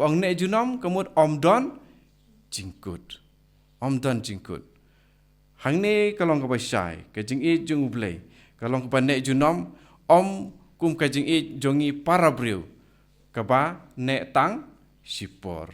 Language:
Khasi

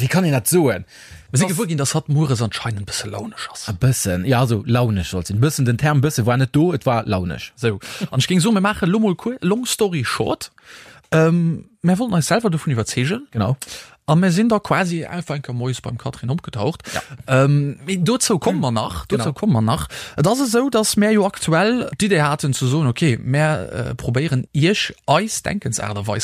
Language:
Luxembourgish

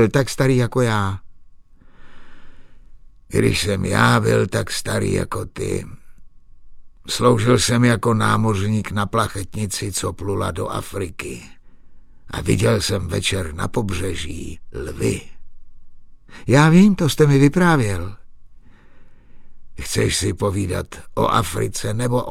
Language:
Czech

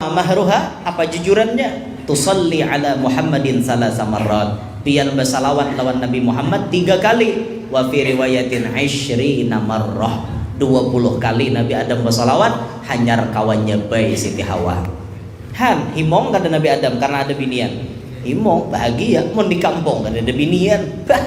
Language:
Banjar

